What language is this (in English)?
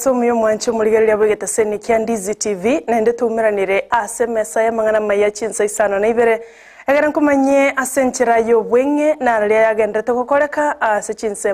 Gusii